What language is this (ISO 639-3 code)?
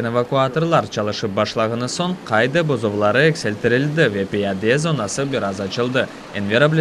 crh